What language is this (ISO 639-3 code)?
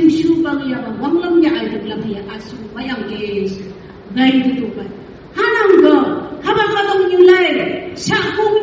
nph